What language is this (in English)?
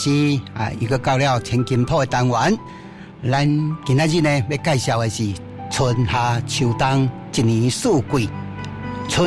Min Nan Chinese